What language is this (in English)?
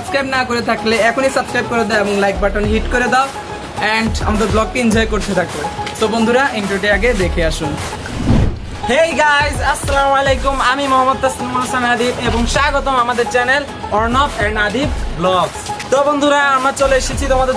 Bangla